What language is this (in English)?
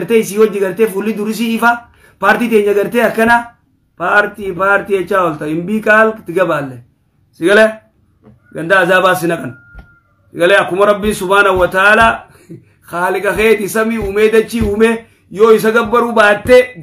Oromo